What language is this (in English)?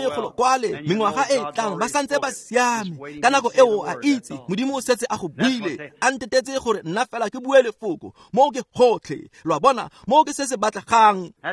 Tswana